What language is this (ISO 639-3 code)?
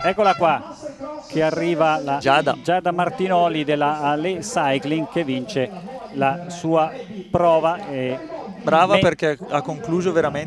ita